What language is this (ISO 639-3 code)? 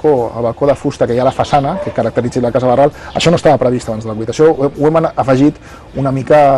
cat